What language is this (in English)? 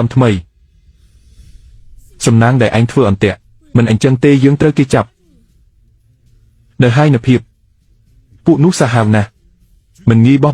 Khmer